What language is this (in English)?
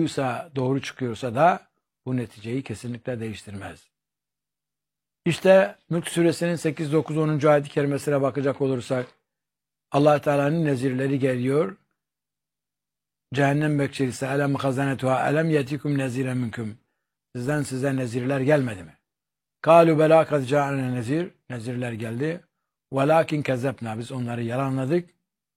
Turkish